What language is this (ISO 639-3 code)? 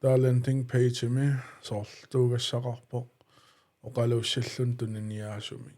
kal